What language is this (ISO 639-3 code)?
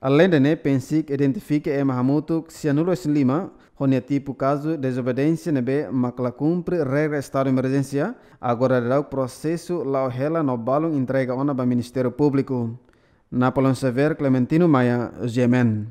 tet